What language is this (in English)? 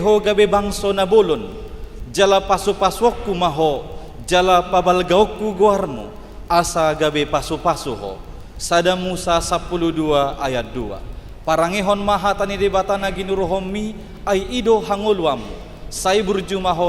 Batak Toba